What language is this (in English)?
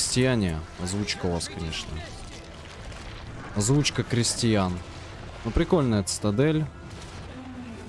Russian